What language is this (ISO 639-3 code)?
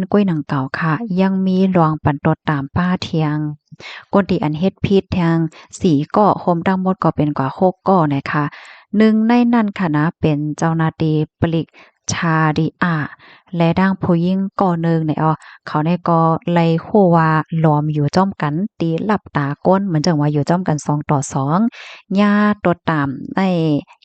shn